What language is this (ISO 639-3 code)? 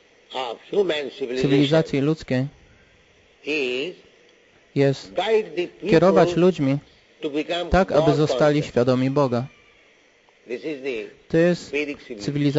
pol